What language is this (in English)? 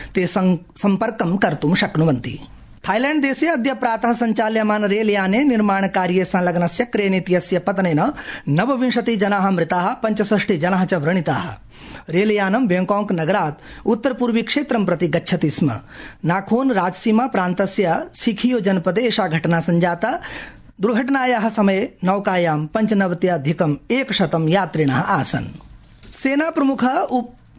Sanskrit